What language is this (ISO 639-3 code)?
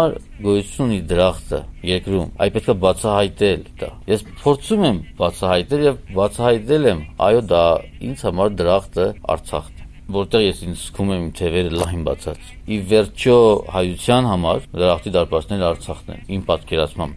hye